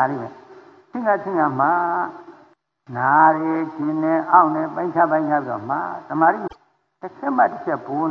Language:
Burmese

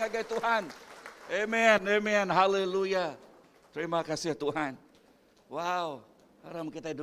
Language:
Iban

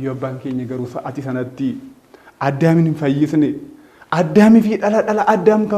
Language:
Oromo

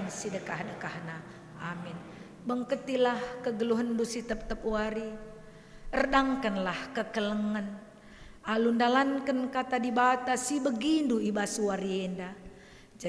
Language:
Batak Karo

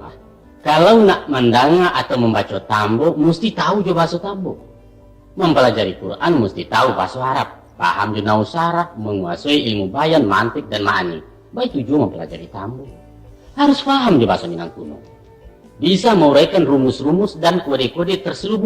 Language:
Minangkabau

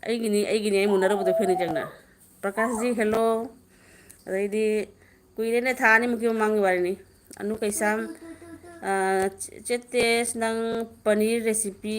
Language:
Manipuri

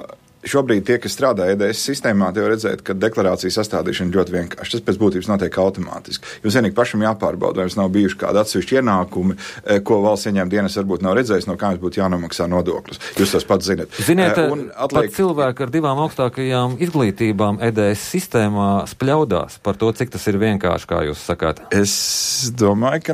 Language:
Latvian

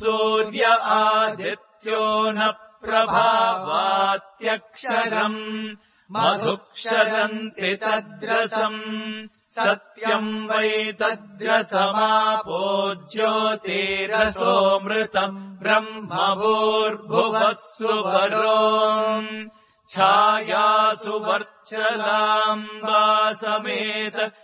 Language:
Sanskrit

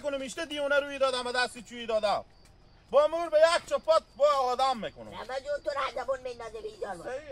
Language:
Hazaragi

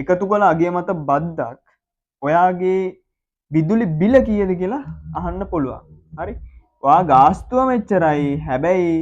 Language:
Sinhala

